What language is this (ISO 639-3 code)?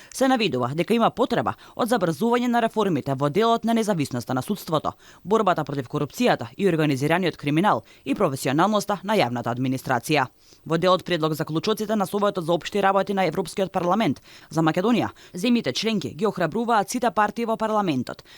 mkd